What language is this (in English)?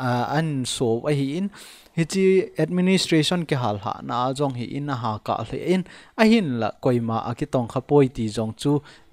Thado Chin